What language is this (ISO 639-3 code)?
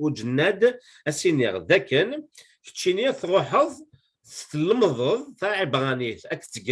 kab